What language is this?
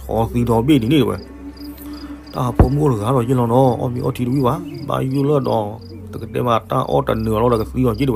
S'gaw Karen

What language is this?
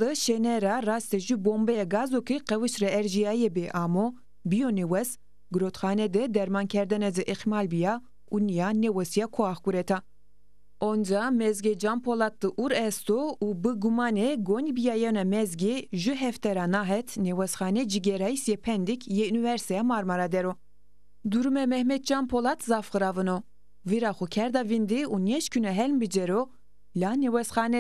Zaza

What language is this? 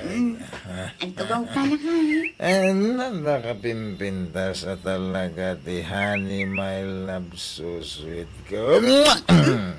Iloko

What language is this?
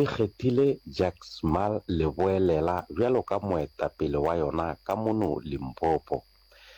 Northern Sotho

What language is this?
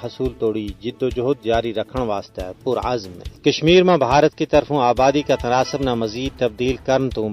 Gujari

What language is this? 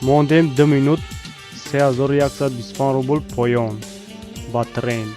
Tajik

